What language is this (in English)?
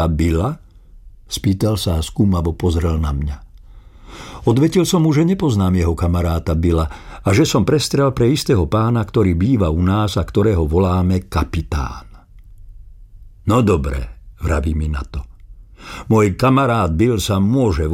Slovak